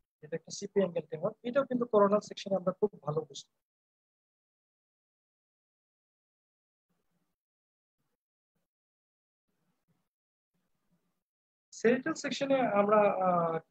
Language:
Bangla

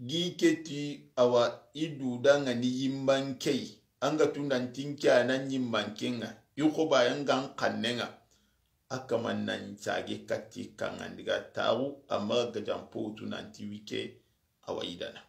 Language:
Soninke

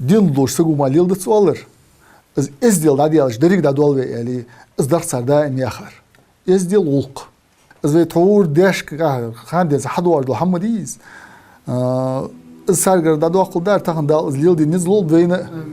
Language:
Ingush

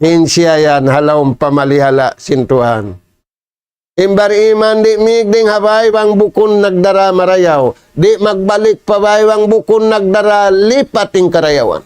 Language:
Tausug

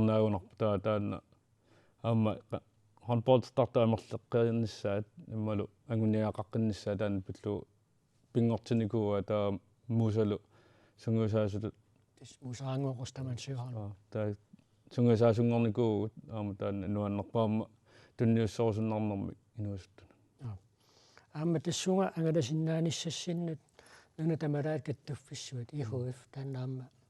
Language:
Kalaallisut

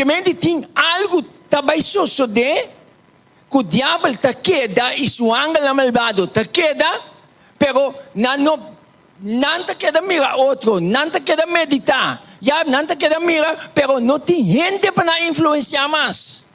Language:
Papiamento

